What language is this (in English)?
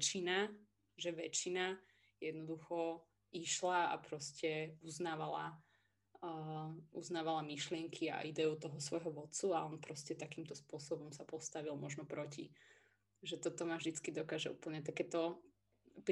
Slovak